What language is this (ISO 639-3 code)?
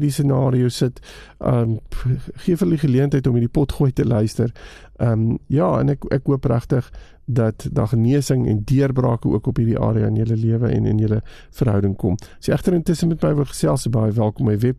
afr